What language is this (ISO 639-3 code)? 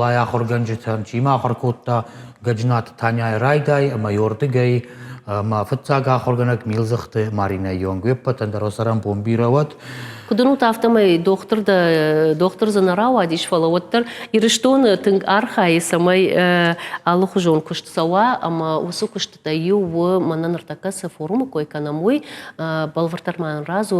oss